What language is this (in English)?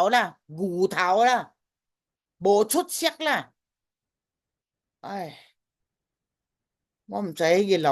Min Nan Chinese